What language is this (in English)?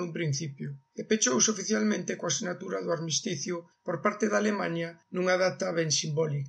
Galician